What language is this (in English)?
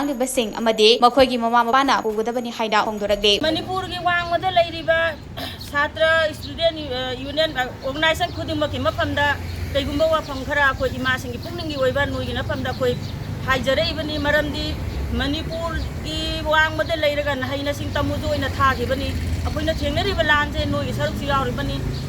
Manipuri